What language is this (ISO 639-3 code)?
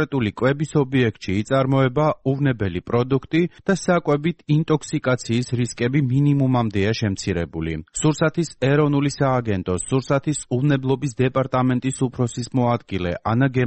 kat